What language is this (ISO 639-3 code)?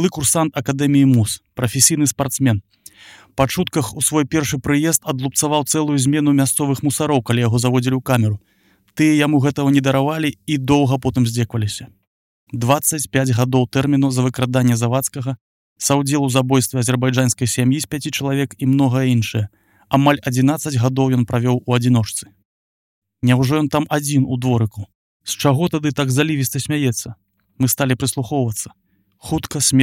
bel